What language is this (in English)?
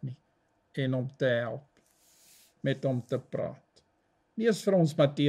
Afrikaans